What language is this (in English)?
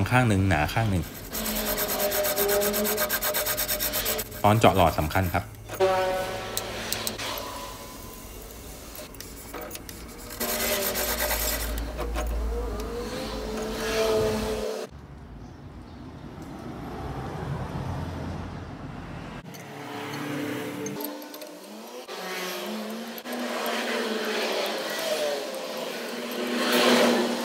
Thai